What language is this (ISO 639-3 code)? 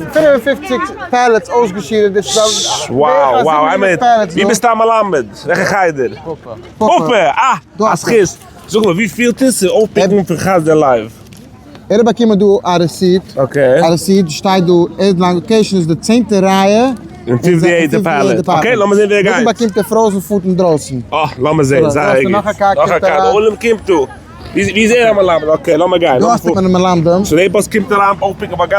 yid